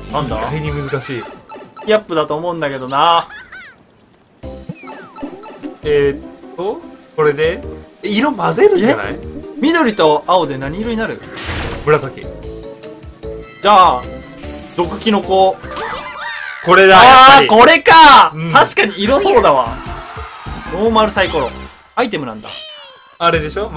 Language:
Japanese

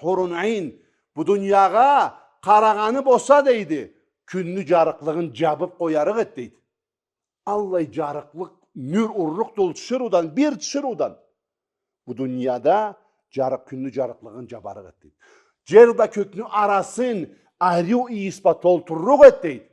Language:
Karachay-Balkar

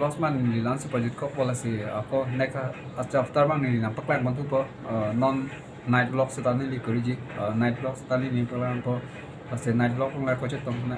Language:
Karbi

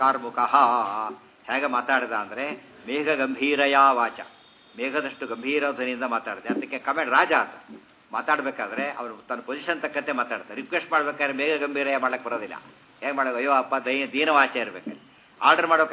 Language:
Kannada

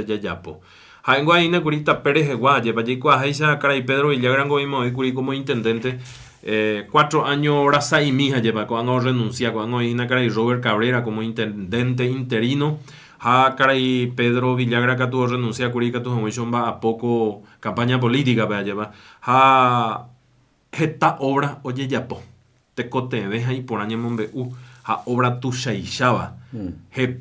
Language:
Guarani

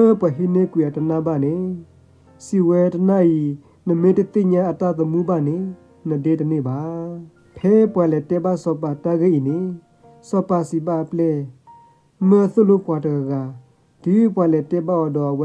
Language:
S'gaw Karen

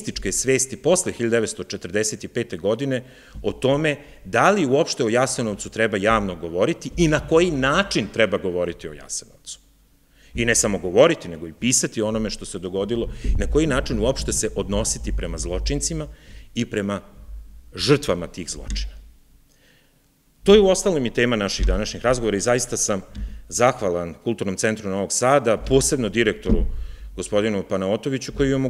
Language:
Serbian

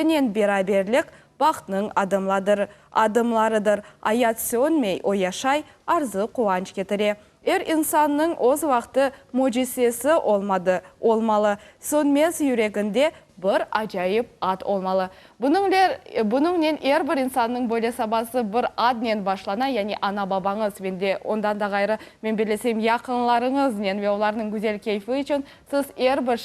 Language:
Crimean Tatar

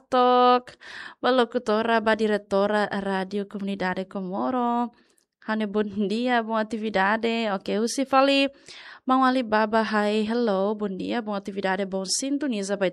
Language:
Tetum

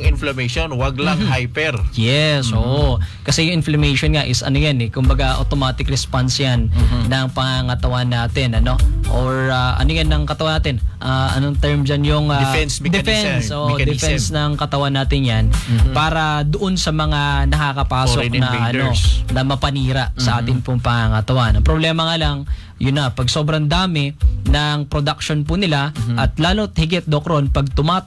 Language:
Filipino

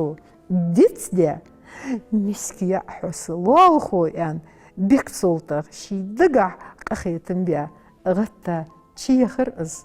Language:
Ingush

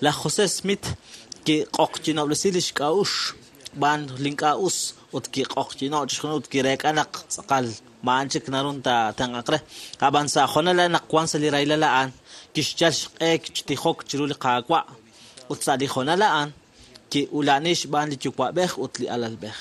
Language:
Kekchí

